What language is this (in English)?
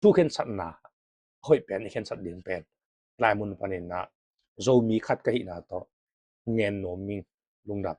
Tedim Chin